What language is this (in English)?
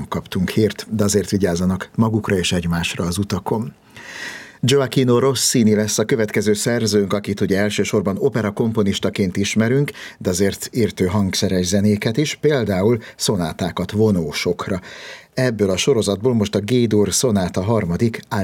Hungarian